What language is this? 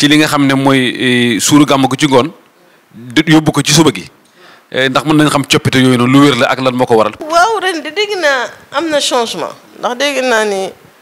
Wolof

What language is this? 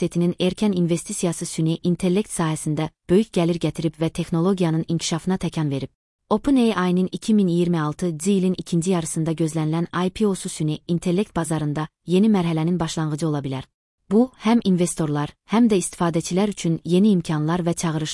Azerbaijani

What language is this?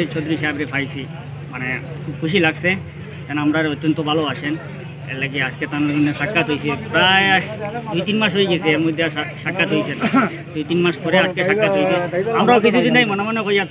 Sylheti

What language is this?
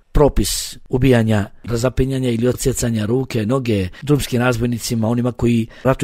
Bosnian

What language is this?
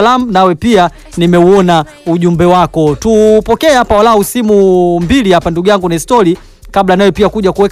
Swahili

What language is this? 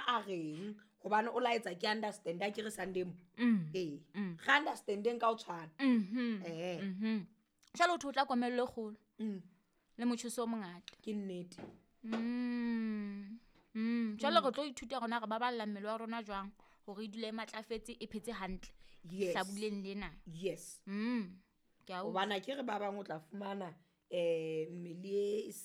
Southern Sotho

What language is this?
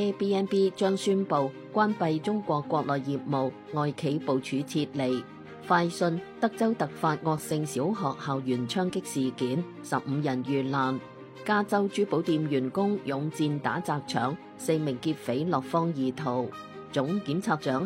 Cantonese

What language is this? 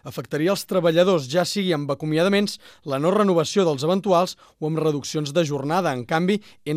Catalan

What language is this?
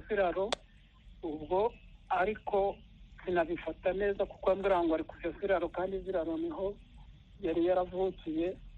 Kinyarwanda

